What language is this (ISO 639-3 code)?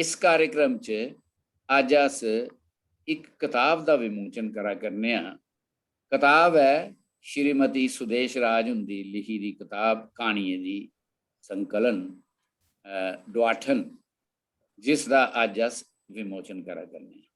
doi